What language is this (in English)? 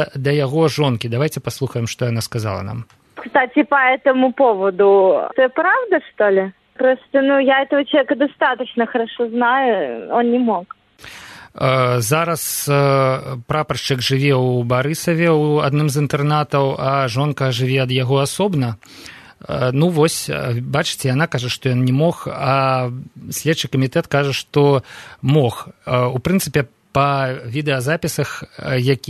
Belarusian